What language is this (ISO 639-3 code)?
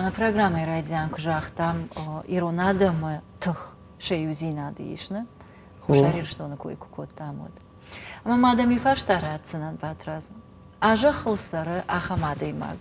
oss